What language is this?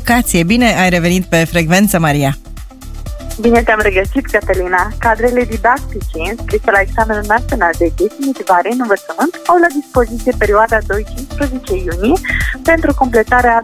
Romanian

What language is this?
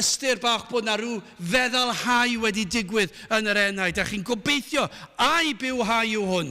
Welsh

